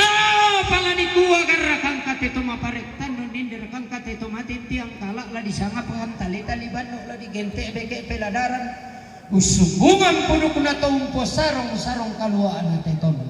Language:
Toraja-Sa'dan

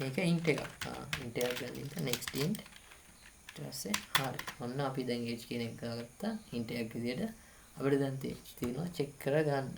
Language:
Sinhala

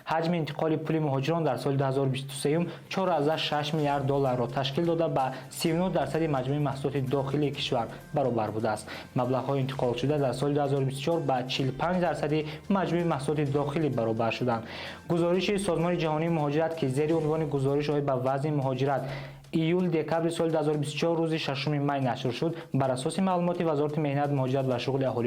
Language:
Tajik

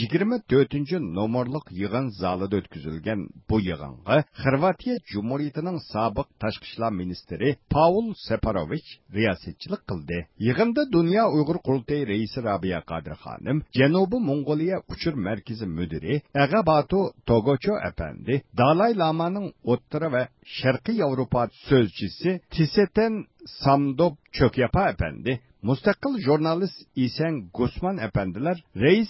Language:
Uyghur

